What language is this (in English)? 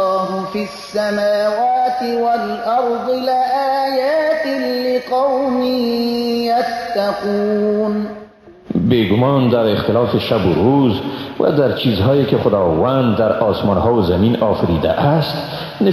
Persian